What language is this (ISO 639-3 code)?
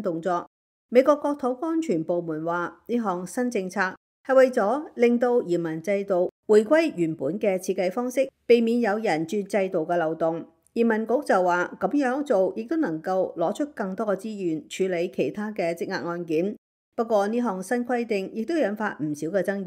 yue